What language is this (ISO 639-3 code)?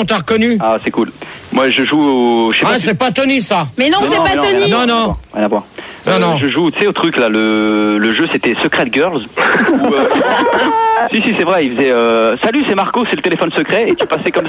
fra